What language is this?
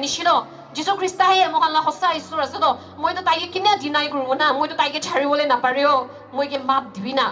Naga Pidgin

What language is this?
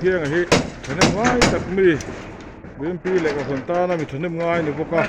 Mizo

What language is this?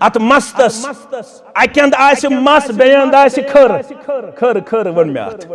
Kashmiri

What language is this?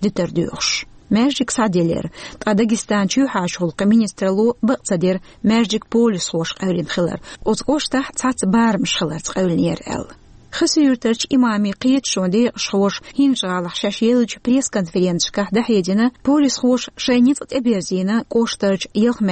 Chechen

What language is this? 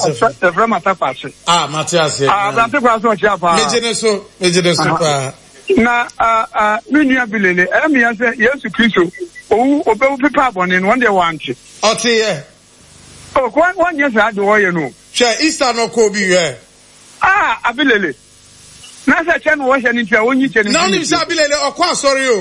Akan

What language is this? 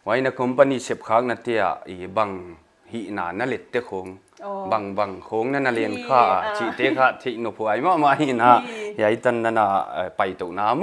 Paite Chin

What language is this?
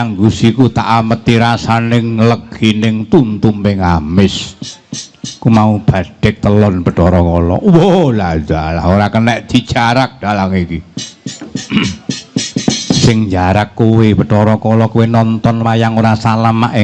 Javanese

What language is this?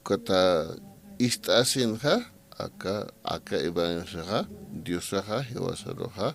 Aymara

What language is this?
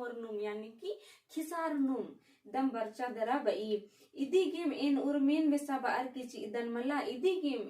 Kurukh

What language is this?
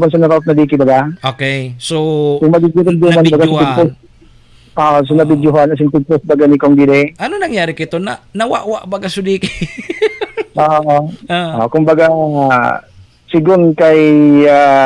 Bikol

